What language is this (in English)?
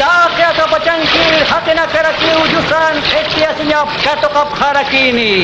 Aymara